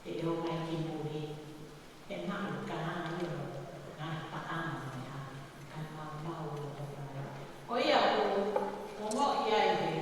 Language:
Tongan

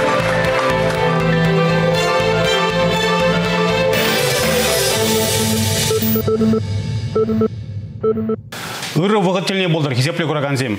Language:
Chuvash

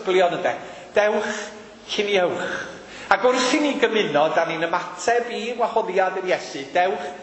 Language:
Welsh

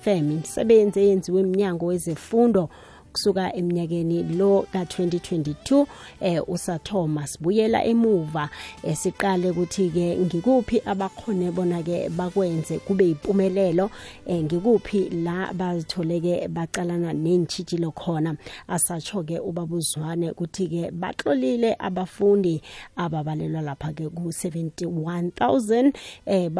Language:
South Ndebele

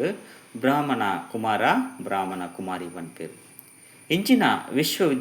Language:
Tulu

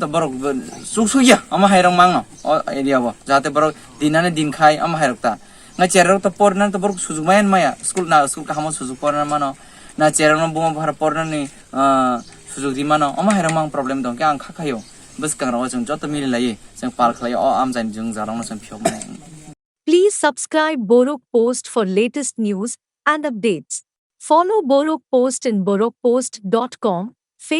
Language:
Kok Borok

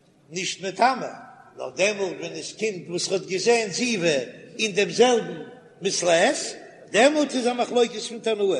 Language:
Yiddish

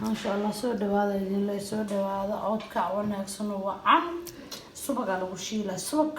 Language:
Somali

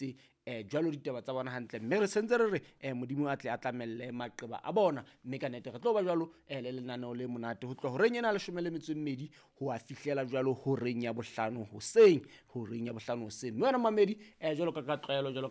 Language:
Southern Sotho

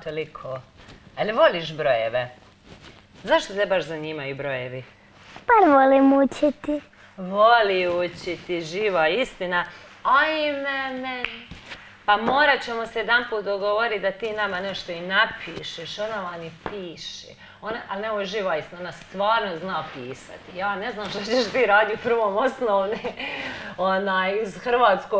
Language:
Croatian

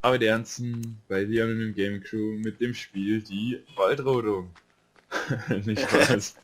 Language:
Bavarian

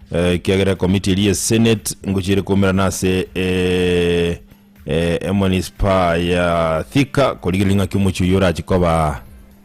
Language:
Gusii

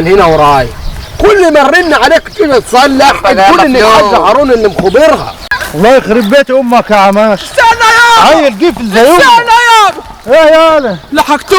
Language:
Egyptian Arabic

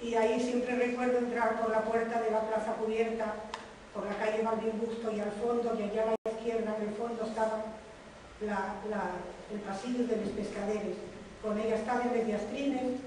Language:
Asturian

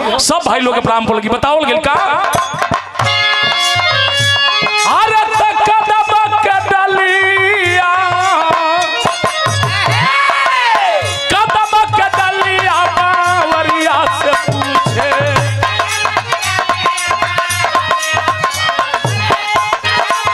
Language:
Bhojpuri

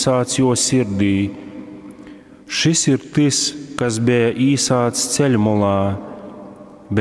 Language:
Latgalian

